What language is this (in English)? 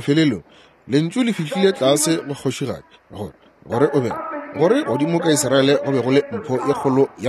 Northern Sotho